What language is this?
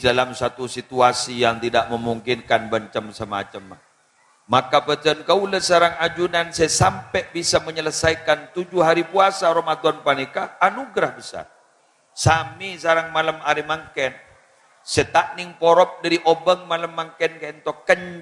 Madurese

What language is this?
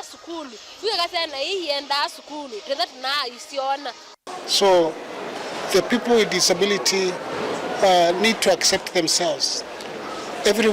Kamba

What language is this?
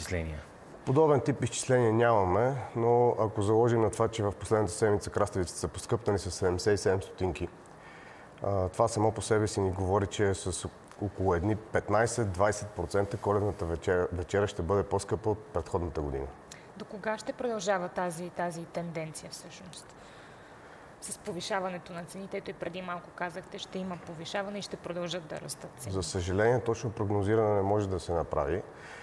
Bulgarian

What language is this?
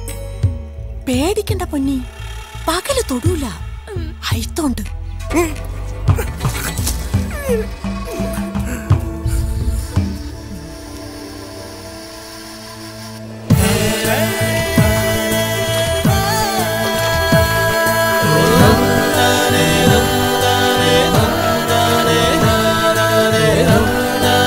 Malayalam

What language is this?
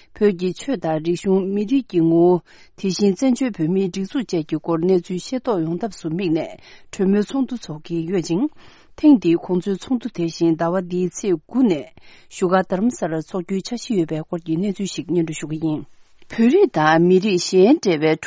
Tibetan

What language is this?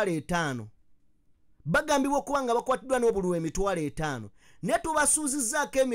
Ganda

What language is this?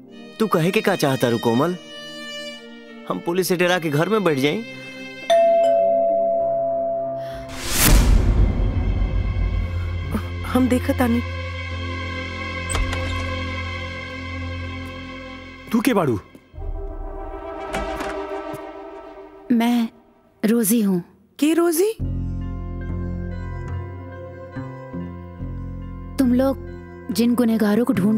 Bhojpuri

